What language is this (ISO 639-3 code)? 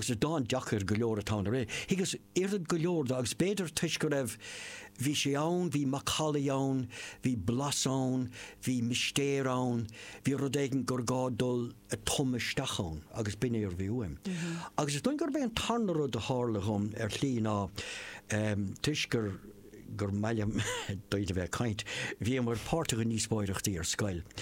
gle